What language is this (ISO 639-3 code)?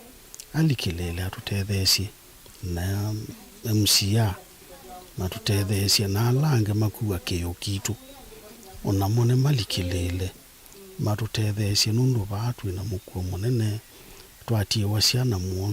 kam